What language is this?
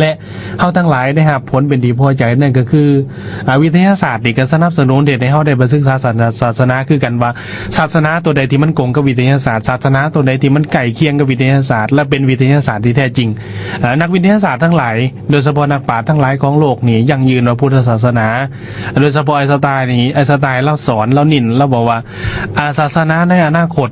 Lao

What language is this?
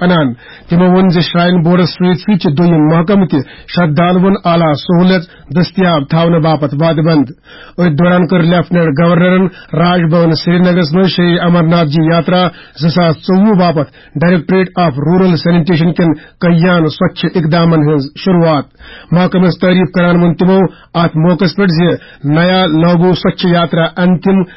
Kashmiri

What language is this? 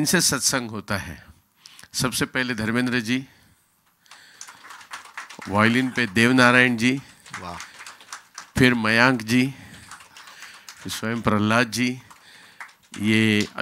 Hindi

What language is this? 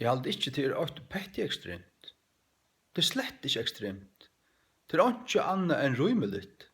Faroese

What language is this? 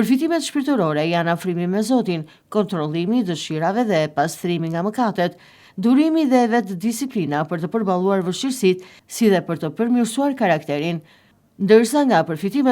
Albanian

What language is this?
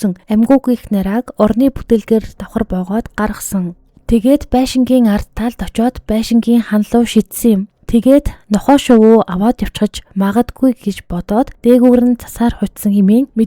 Mongolian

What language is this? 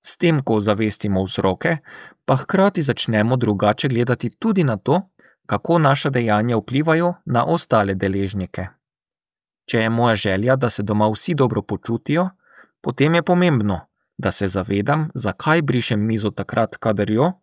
Slovenian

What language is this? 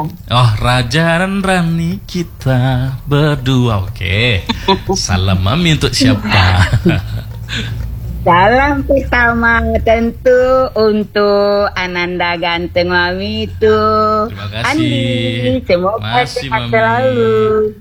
Indonesian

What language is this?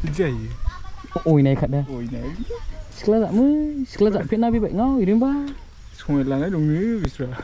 Bodo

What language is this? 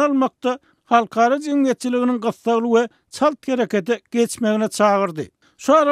Turkmen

